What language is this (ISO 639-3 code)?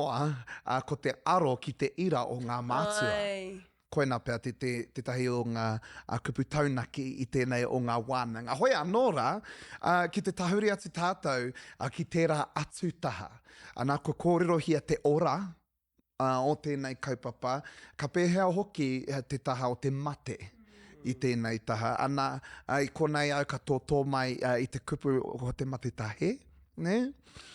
mri